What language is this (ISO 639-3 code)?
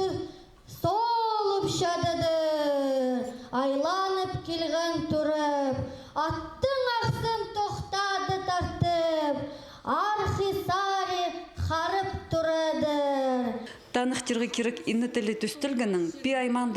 kjh